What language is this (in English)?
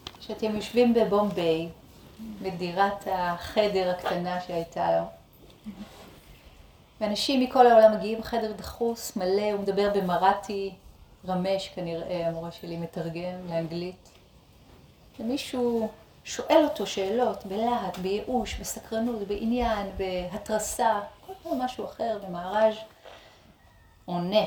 Hebrew